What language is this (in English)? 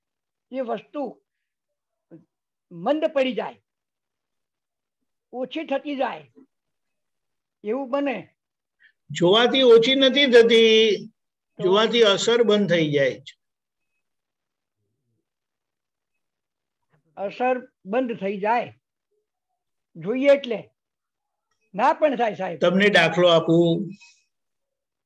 Gujarati